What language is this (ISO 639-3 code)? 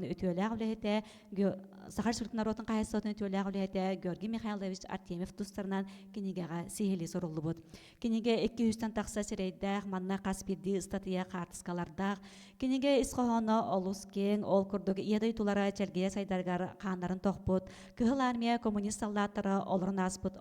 sah